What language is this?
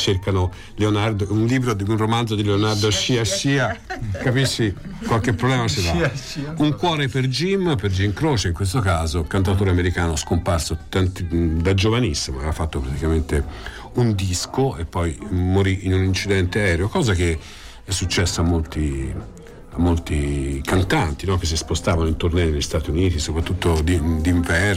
Italian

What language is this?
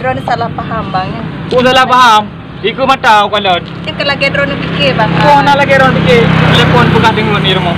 Achinese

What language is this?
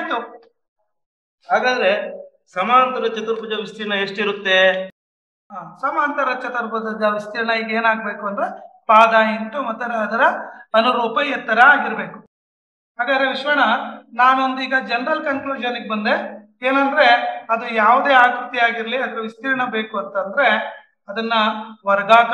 Kannada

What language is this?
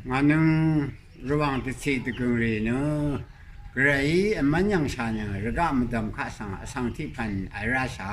Rawang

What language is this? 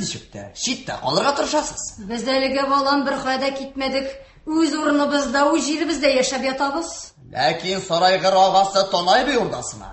Tatar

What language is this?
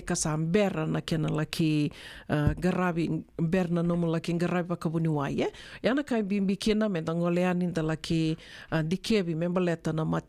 Fijian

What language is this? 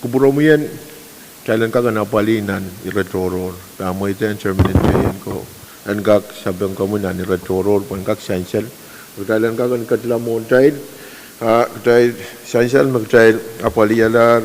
Pohnpeian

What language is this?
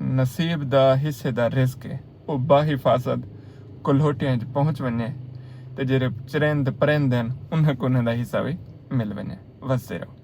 Saraiki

